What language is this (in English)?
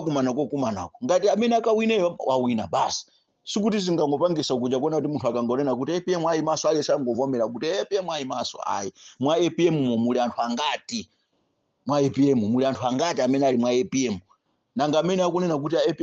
Nyanja